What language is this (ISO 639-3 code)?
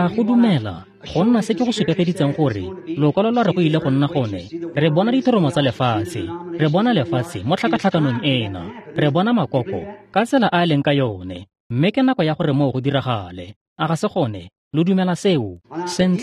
tsn